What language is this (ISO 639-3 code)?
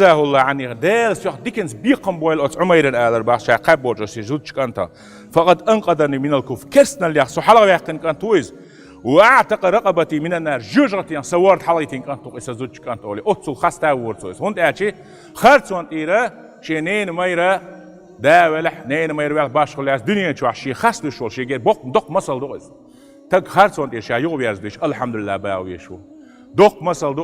che